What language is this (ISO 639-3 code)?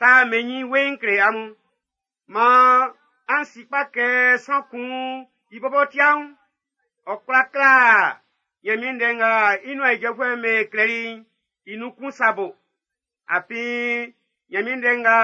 bci